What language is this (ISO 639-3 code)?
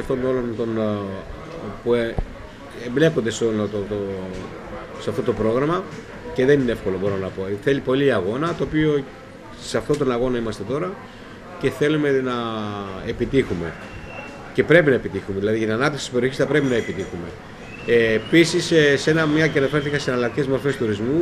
ell